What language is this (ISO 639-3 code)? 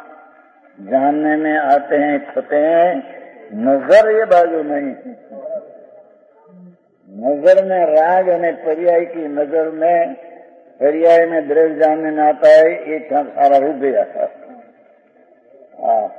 hin